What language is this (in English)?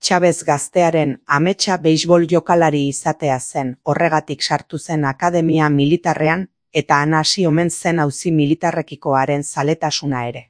Basque